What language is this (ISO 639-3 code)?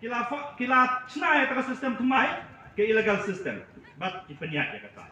kha